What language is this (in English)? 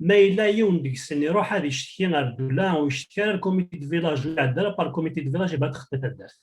Kabyle